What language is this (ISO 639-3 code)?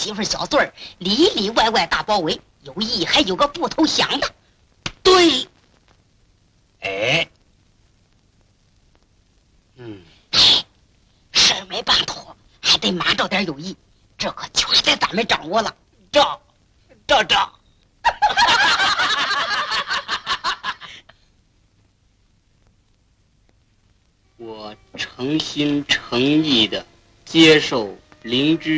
zho